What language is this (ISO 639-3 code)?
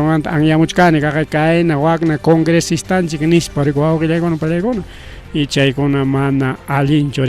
quy